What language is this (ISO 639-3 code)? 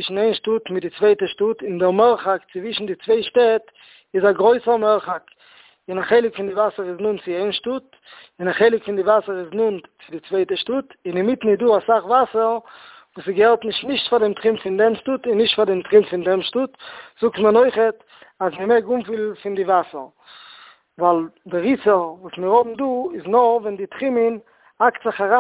yid